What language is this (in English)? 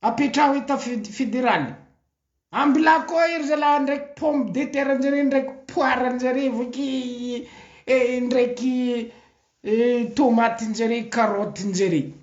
Malagasy